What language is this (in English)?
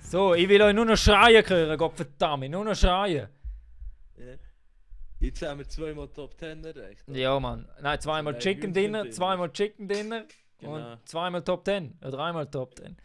Swiss German